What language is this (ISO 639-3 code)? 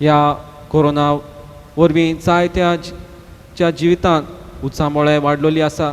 kok